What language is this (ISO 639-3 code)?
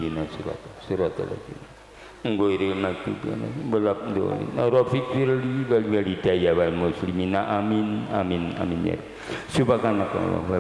jav